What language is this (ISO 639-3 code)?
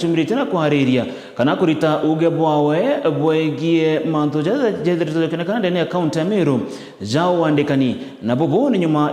mer